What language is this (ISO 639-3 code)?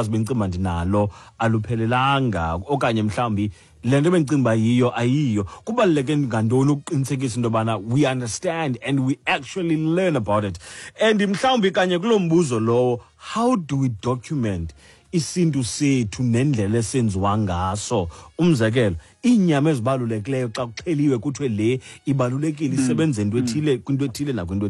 xho